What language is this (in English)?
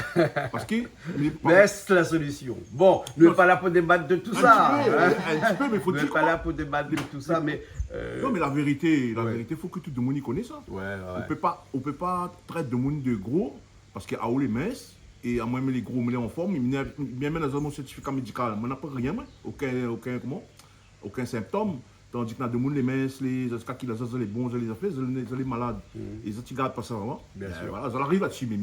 Réunion Creole French